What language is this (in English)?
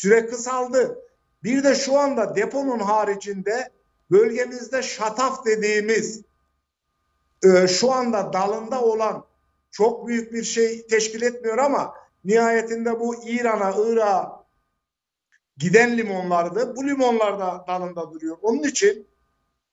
Turkish